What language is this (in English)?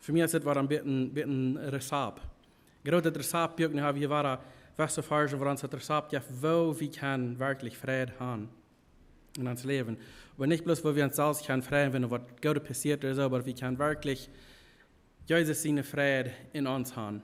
Plautdietsch